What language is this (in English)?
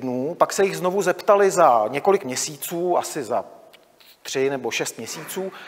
Czech